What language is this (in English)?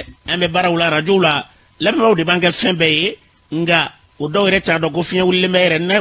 Bambara